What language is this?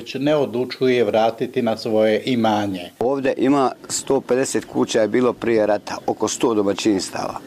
Bosnian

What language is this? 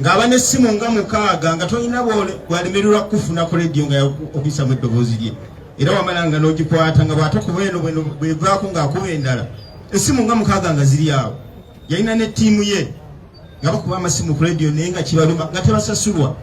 Ganda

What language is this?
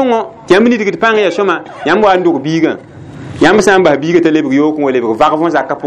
Mossi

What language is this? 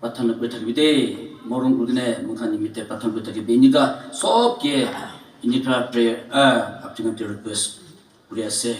Naga Pidgin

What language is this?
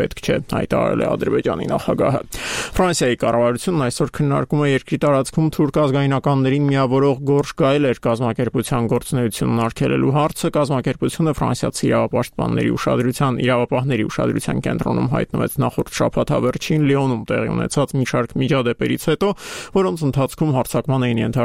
Armenian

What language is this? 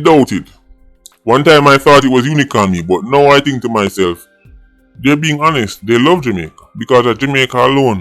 Jamaican Creole English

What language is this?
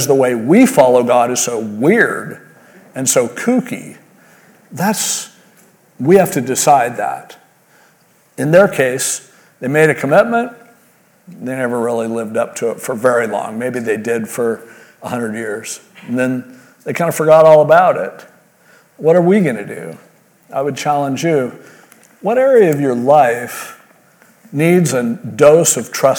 English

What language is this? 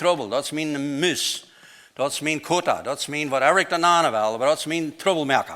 Plautdietsch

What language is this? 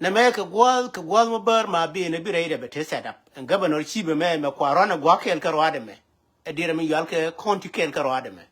Nuer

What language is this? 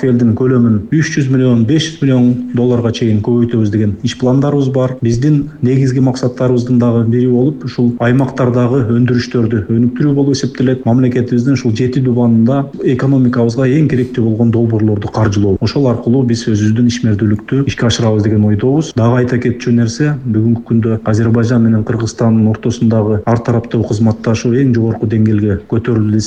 Kyrgyz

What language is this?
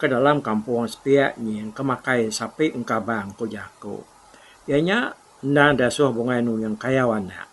Iban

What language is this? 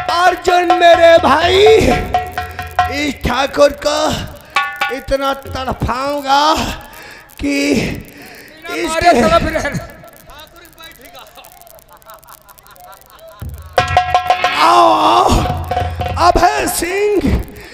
Hindi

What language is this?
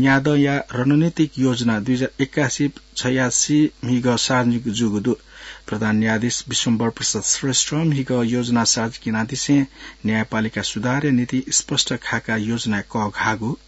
Newari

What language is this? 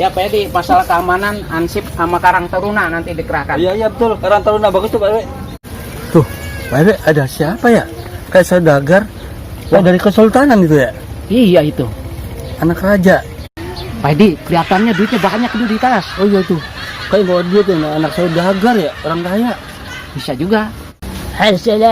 Betawi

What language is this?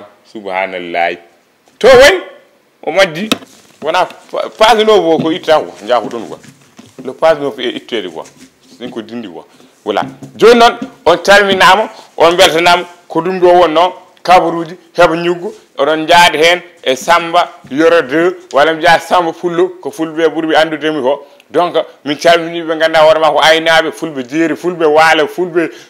Fula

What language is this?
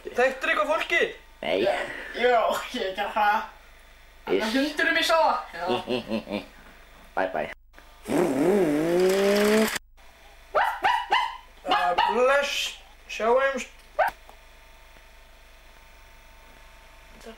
Icelandic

